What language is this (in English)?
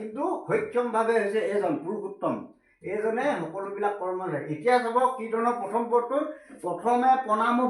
Assamese